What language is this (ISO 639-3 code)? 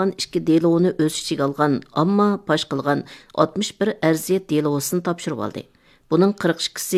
uig